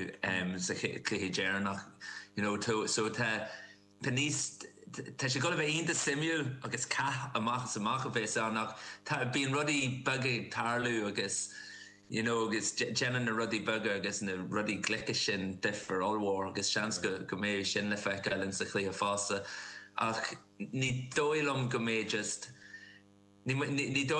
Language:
Irish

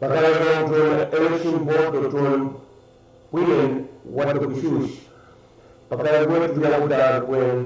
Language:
Pohnpeian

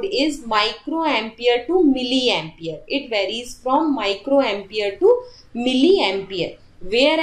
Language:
English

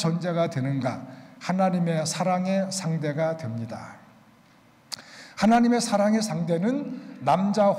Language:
Korean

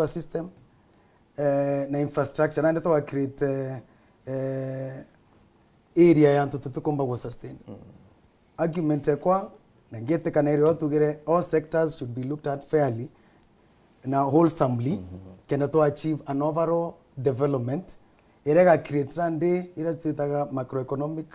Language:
Meru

